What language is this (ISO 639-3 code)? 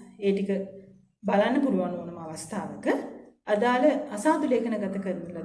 sin